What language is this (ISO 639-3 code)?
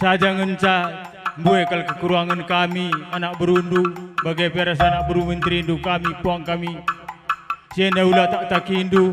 btx